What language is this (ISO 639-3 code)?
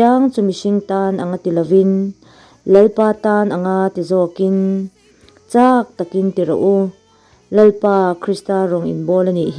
lus